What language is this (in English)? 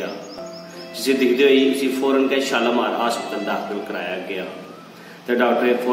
Dogri